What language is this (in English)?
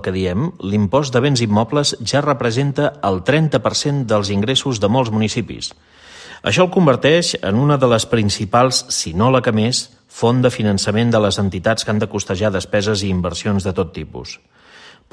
Catalan